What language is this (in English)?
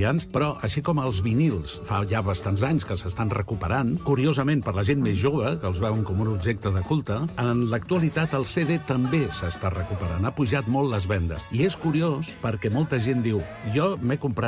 Catalan